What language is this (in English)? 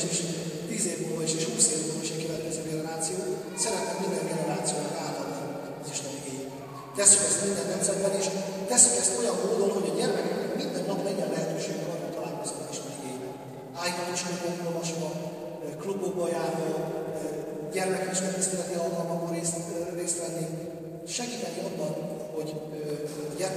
Hungarian